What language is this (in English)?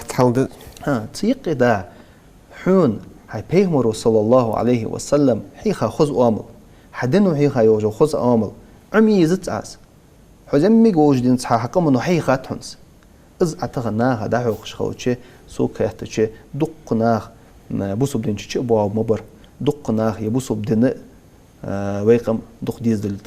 Ingush